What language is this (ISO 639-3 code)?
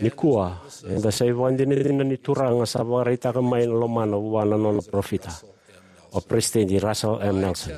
fij